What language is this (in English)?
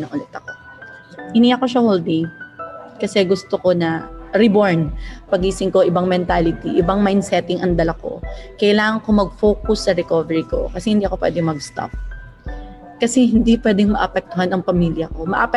Filipino